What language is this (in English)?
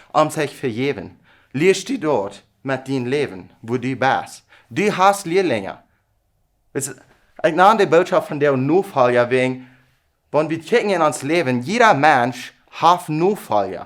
Plautdietsch